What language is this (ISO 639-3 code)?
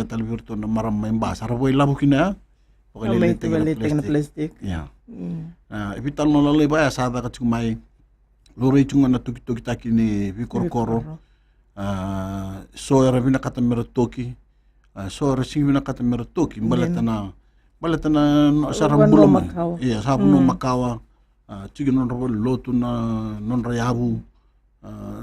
fij